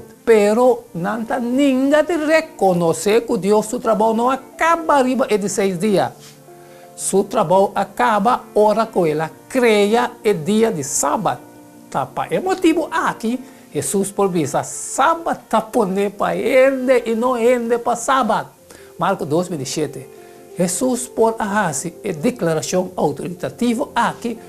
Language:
Papiamento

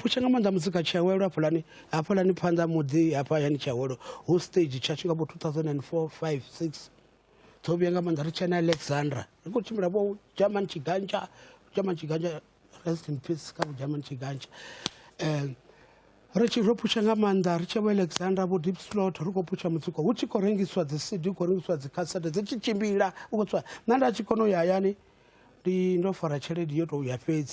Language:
Venda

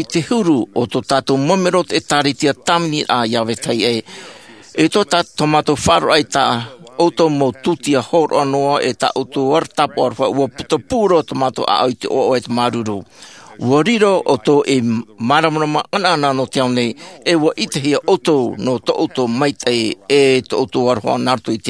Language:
Tahitian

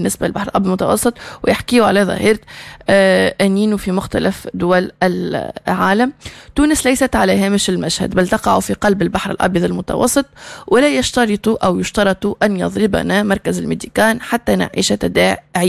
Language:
Tunisian Arabic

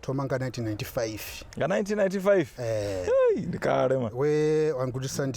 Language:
Venda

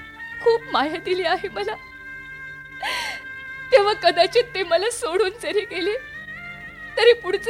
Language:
Marathi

